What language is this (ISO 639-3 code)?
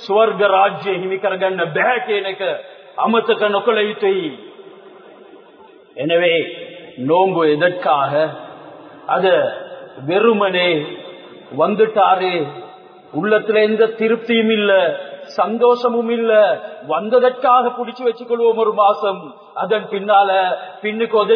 tam